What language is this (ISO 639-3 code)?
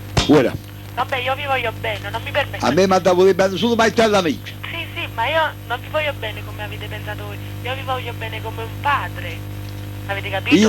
nap